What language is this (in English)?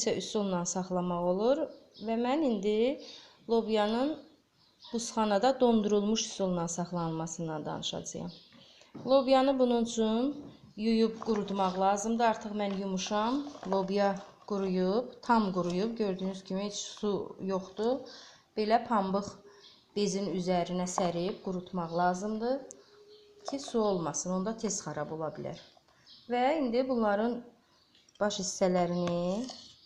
Azerbaijani